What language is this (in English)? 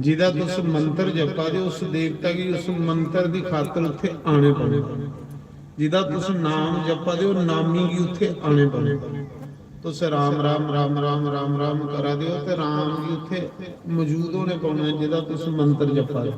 Dogri